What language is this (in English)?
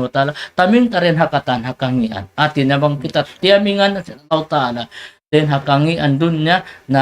Tausug